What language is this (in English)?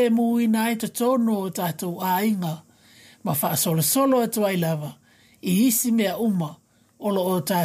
Samoan